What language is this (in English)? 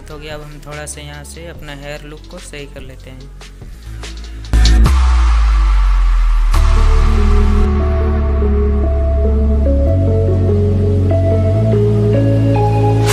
Hindi